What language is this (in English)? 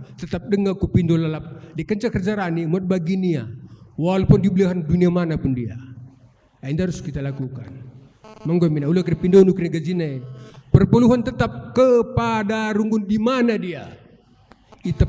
Batak Karo